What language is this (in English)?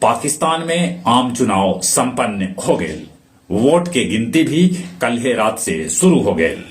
Magahi